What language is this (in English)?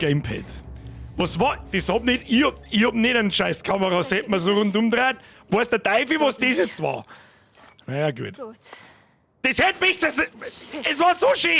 Bavarian